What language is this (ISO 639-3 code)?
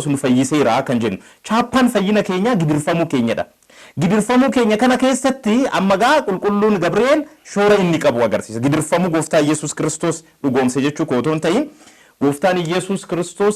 orm